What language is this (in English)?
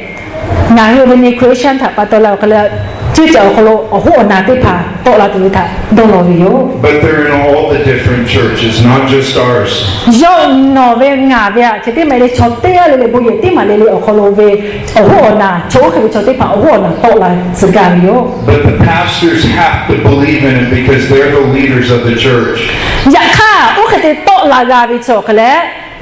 Lahu